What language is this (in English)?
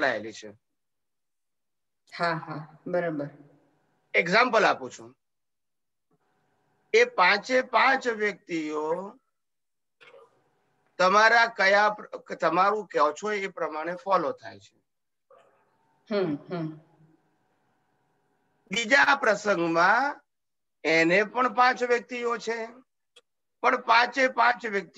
Gujarati